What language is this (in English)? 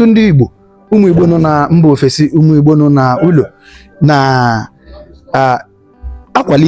Igbo